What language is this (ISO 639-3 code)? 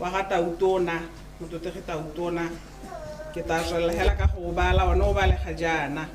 tsn